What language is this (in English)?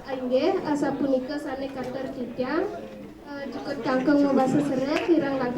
Balinese